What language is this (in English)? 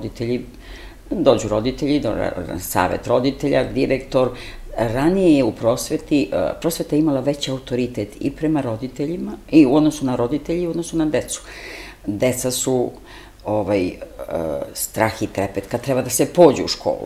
Serbian